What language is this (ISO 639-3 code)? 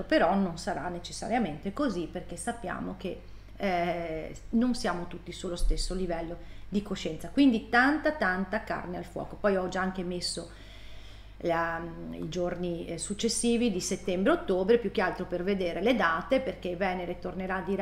ita